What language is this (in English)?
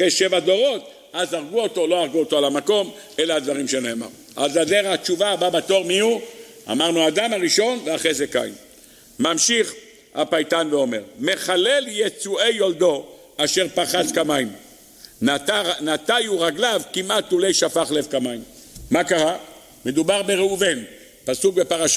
Hebrew